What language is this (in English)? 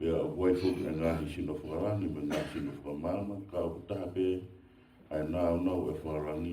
Tongan